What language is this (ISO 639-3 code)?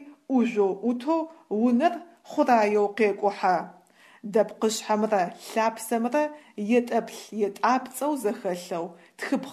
ady